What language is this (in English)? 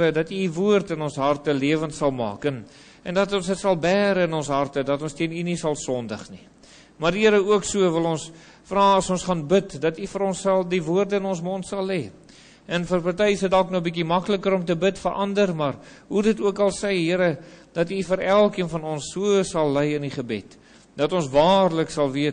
Afrikaans